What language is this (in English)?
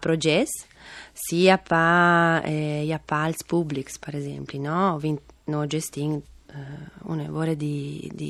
Friulian